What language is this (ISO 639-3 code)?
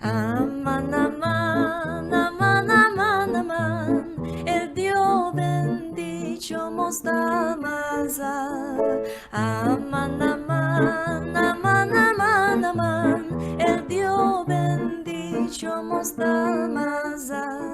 lad